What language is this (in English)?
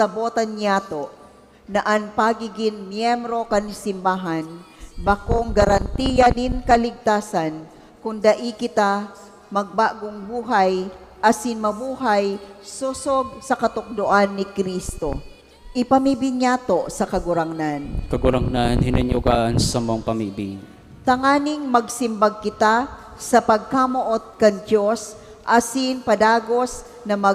Bikol